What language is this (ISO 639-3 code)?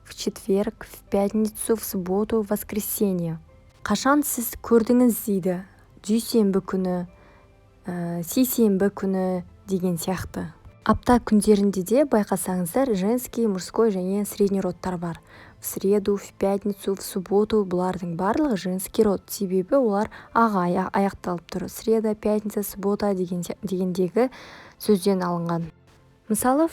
kaz